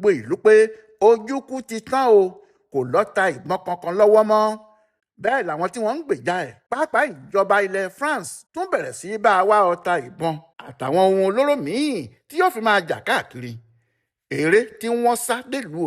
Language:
Yoruba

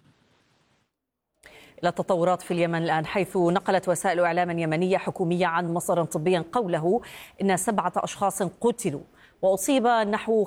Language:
Arabic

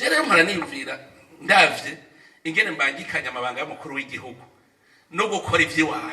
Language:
Rundi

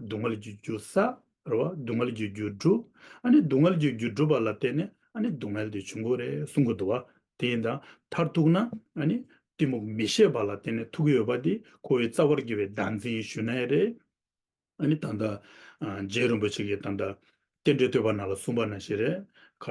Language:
Tibetan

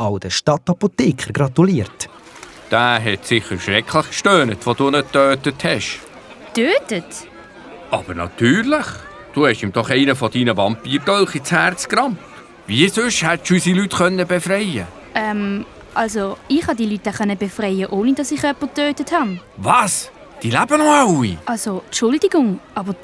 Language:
Swiss German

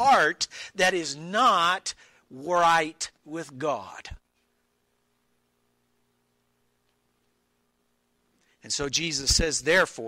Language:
English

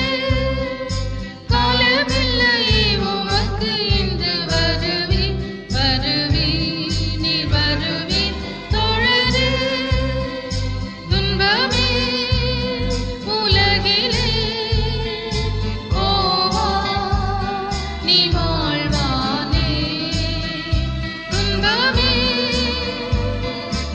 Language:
Tamil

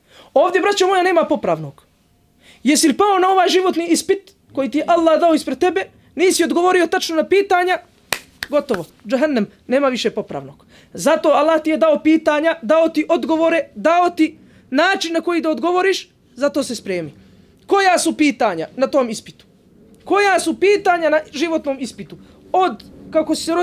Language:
Bosnian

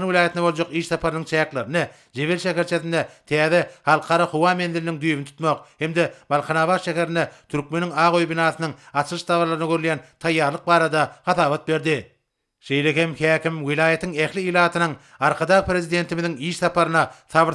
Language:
Turkmen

